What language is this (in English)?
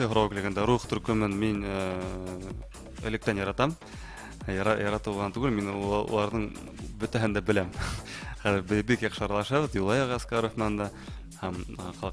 Bashkir